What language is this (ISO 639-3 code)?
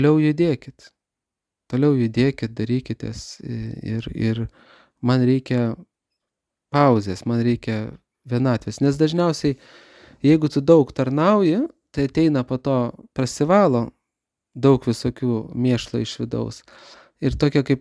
lit